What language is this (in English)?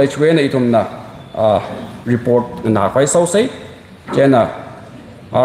Tangkhul Naga (India)